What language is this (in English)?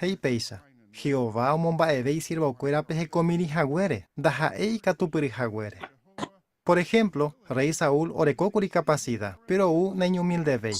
Guarani